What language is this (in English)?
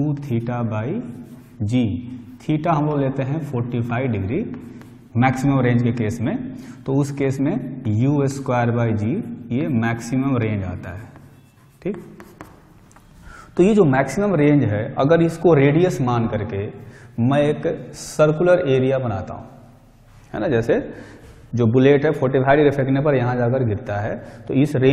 Hindi